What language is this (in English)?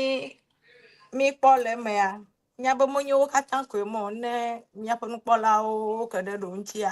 Ewe